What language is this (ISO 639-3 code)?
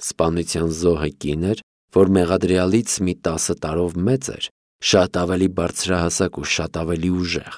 hye